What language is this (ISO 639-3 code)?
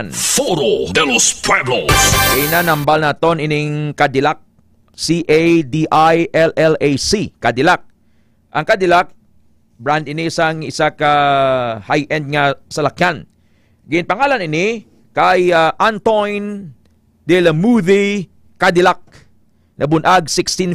hil